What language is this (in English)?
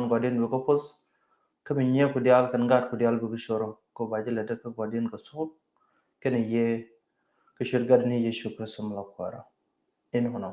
Nuer